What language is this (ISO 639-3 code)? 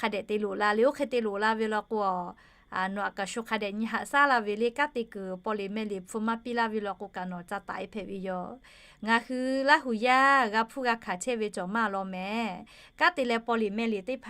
lhu